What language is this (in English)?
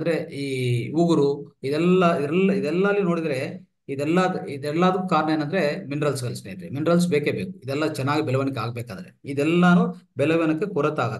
Kannada